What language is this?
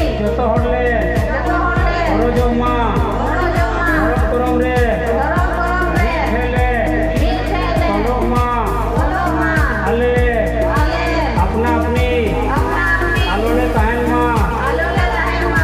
Santali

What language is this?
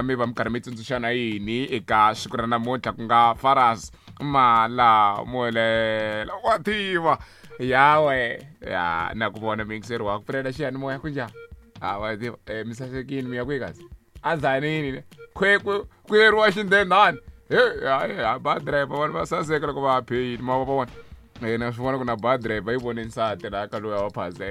Tsonga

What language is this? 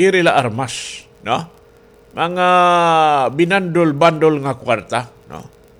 Waray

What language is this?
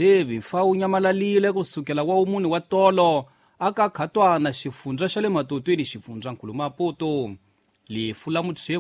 Tsonga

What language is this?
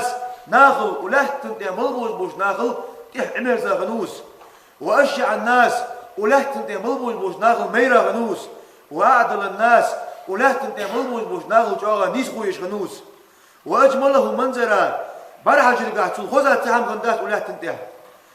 Ingush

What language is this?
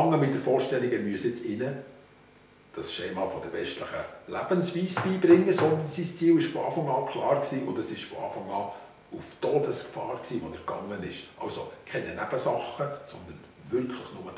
Swiss German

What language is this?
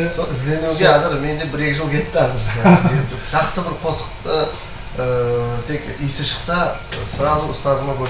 Kara-Kalpak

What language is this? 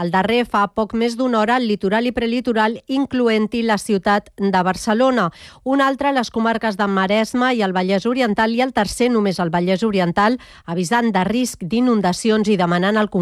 Catalan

